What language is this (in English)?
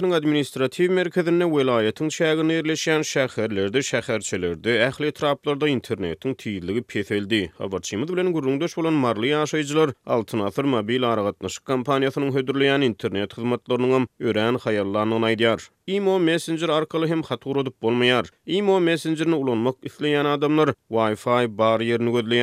Turkmen